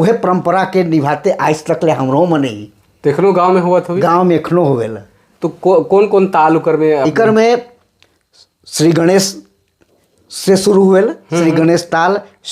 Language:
Sadri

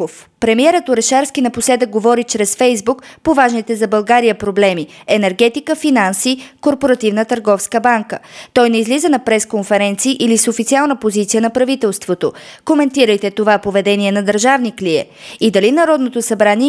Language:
Bulgarian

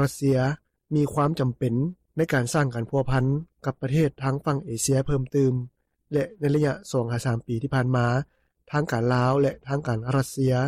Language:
Lao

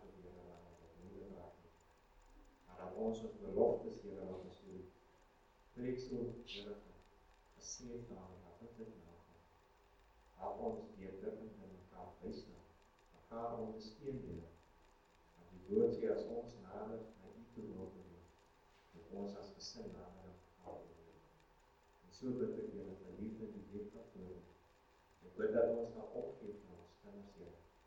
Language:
Afrikaans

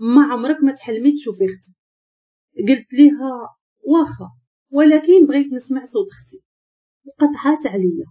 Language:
Moroccan Arabic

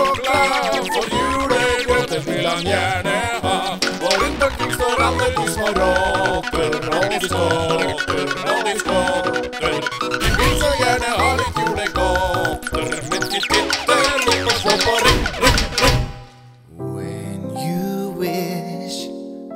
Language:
Norwegian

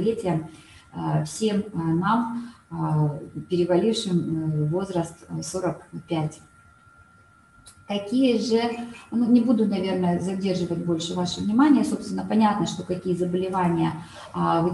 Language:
Russian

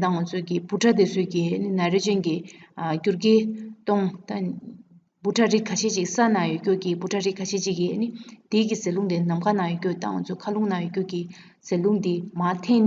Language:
Tibetan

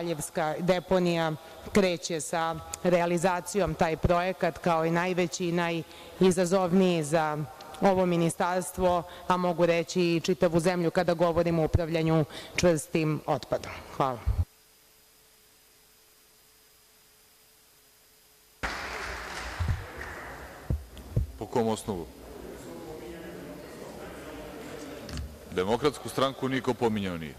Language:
Serbian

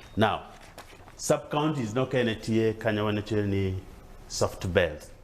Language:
Acoli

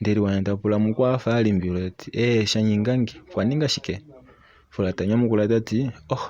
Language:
Kuanyama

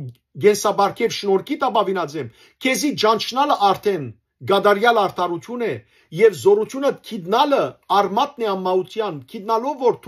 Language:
Western Armenian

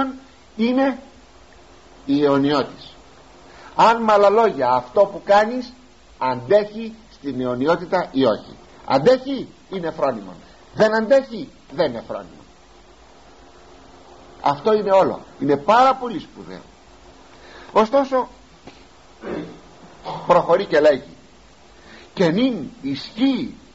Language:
Greek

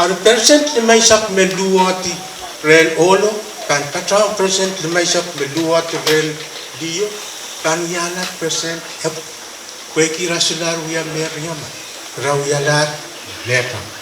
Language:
Pohnpeian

